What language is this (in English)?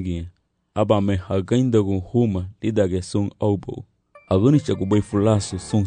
Garifuna